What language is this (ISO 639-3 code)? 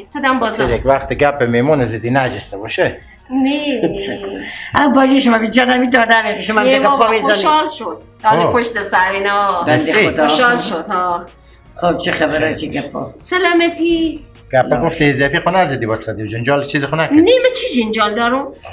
fas